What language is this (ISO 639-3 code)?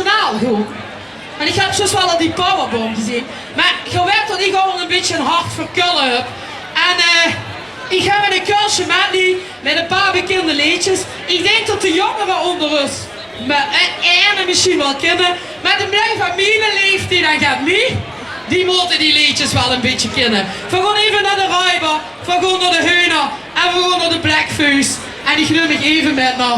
lim